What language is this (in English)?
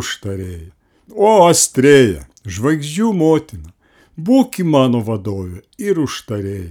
Lithuanian